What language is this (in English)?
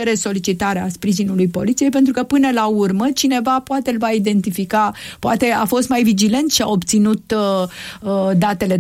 Romanian